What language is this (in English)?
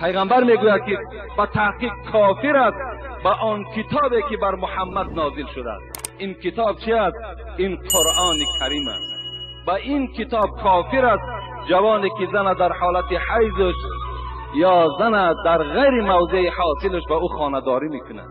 Tajik